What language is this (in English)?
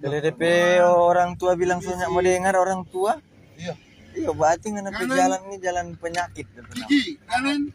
Manado Malay